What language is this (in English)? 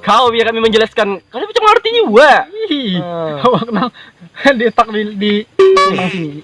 Banjar